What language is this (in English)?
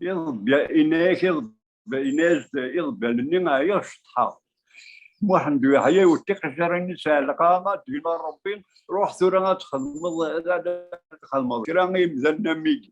Kabyle